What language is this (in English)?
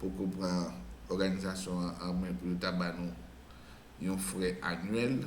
Haitian Creole